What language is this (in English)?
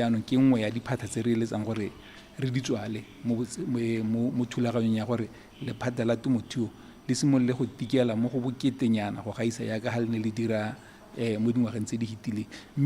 Tswana